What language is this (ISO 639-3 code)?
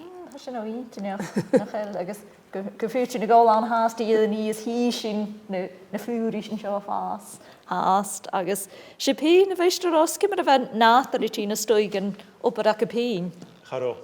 gla